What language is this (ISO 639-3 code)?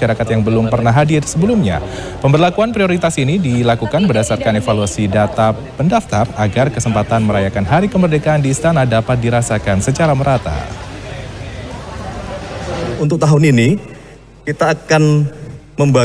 ind